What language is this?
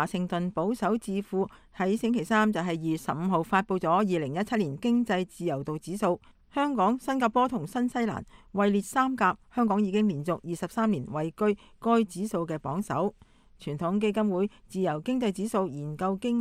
Cantonese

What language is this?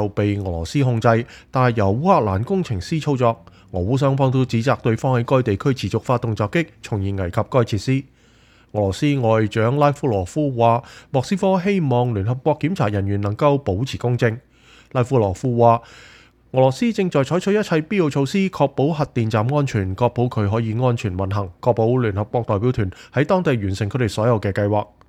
Cantonese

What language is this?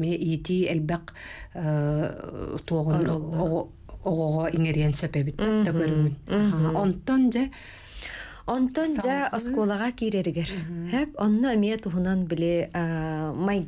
Yakut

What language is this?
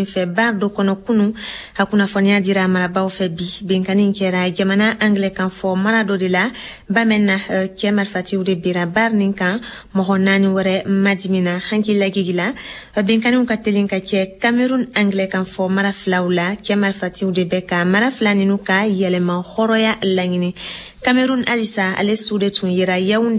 Bambara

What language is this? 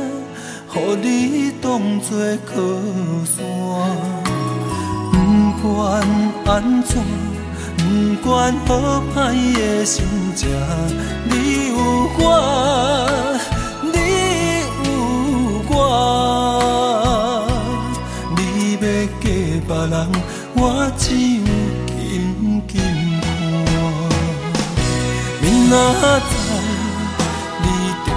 Min Nan Chinese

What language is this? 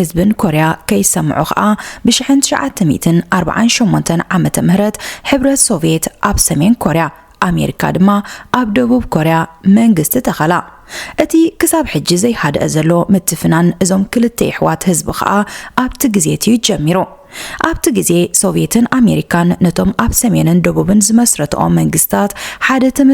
Tigrinya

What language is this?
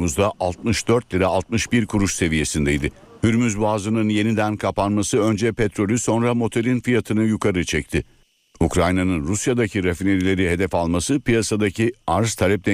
Turkish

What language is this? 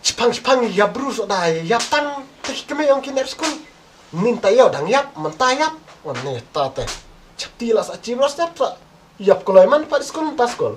Khasi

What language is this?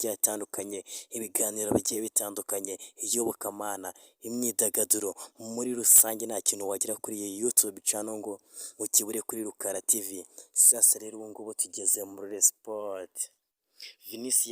Kinyarwanda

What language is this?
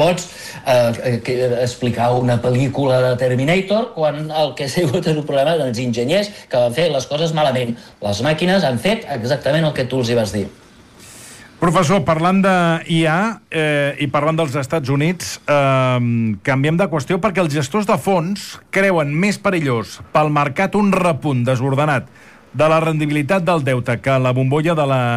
Catalan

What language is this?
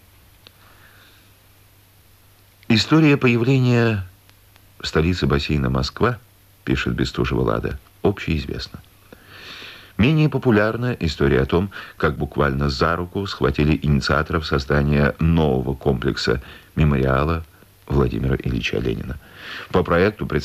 Russian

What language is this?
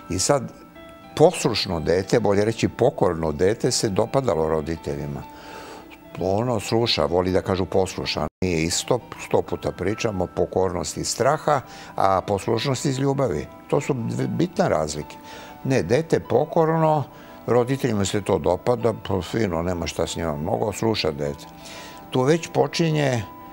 Serbian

